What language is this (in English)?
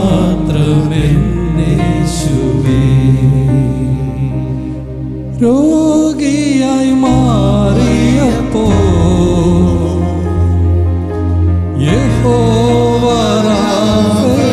Malayalam